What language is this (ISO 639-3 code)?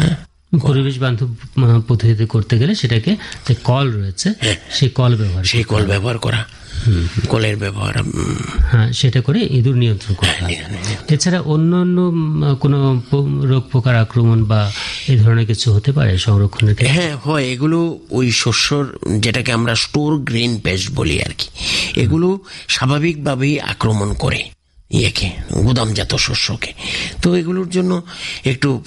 ben